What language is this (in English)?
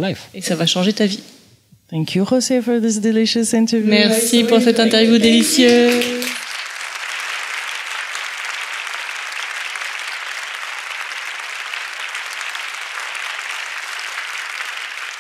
French